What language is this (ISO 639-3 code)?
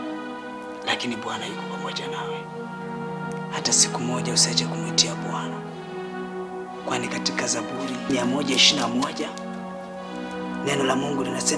swa